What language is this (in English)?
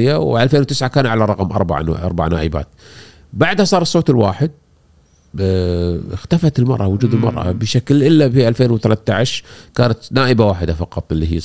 Gulf Arabic